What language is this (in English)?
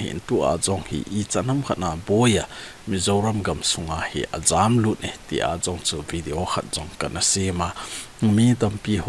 Thado Chin